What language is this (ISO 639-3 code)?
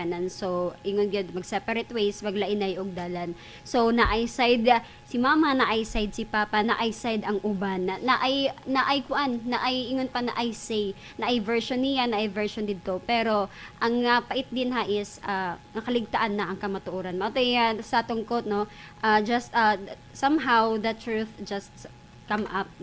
ceb